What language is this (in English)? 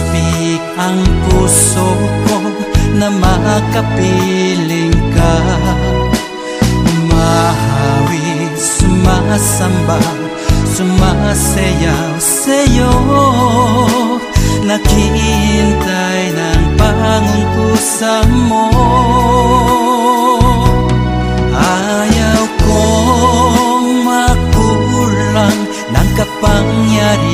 Filipino